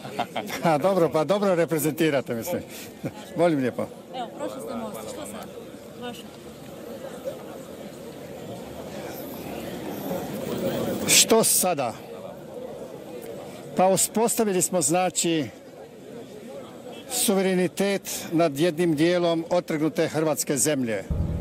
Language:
Croatian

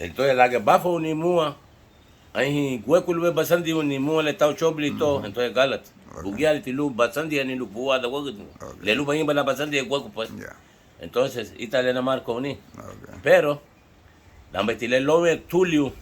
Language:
Garifuna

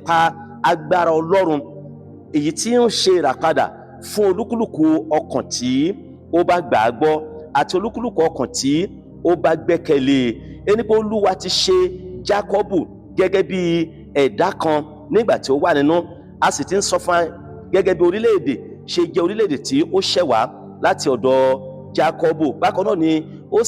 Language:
Yoruba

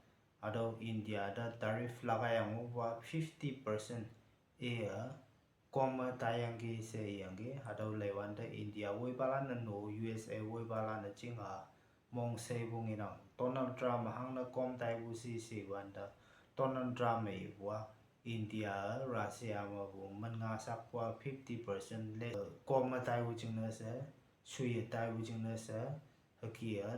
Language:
Konyak Naga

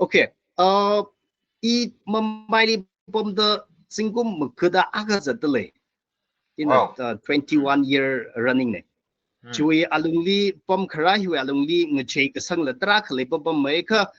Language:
Tangkhul Naga (India)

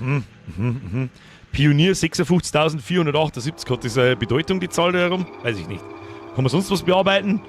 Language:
Bavarian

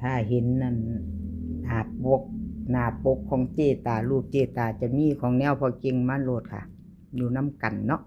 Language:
Northeastern Thai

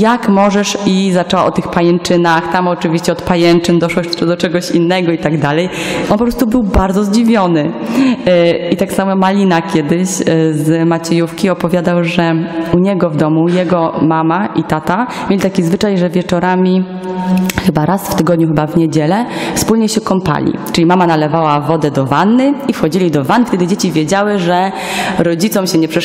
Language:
Polish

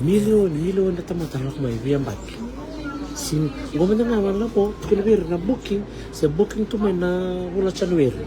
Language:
Fijian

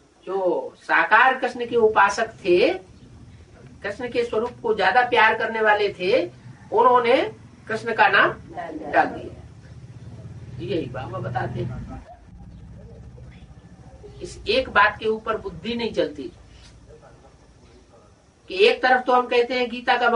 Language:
Hindi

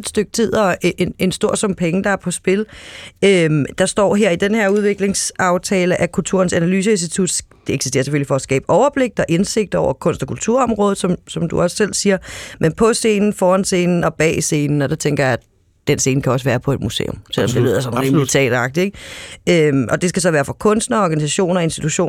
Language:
Danish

